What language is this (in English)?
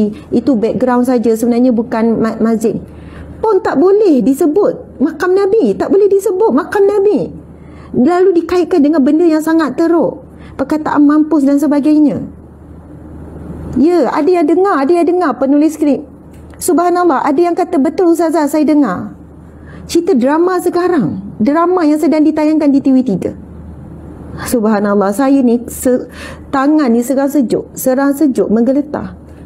Malay